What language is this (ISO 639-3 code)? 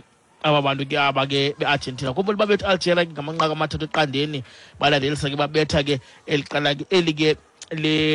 xho